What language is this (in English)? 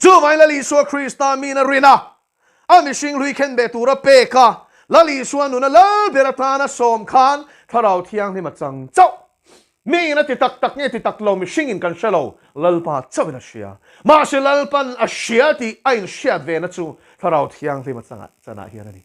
Mizo